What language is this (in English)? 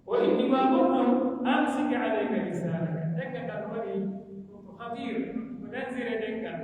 Pular